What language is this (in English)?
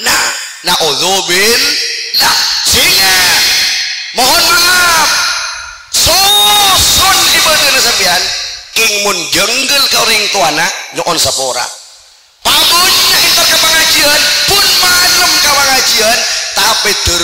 Madurese